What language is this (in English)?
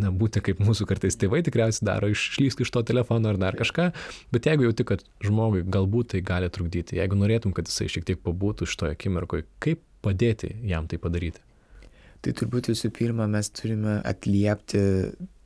Lithuanian